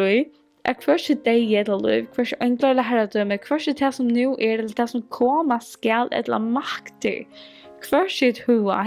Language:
Faroese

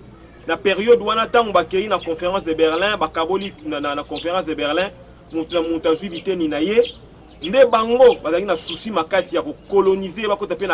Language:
Lingala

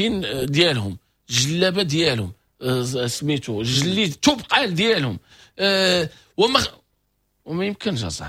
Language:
Moroccan Arabic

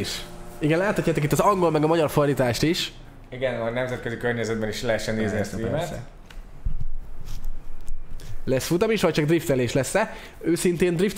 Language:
Hungarian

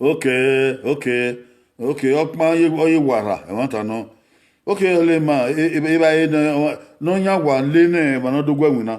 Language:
Bini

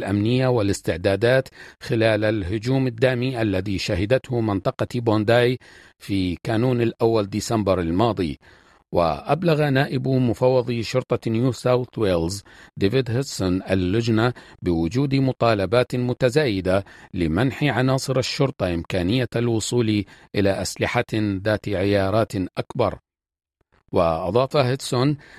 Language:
Arabic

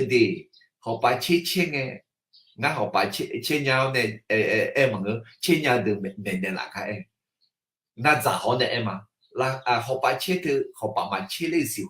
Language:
Akha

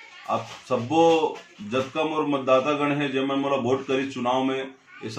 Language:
Chhattisgarhi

